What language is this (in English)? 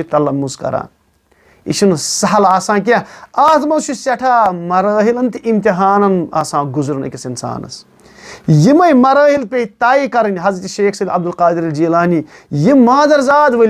Kashmiri